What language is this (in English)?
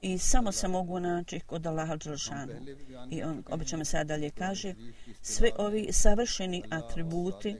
Bosnian